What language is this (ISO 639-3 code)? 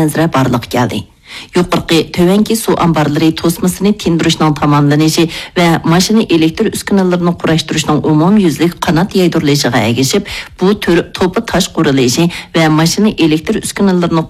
uig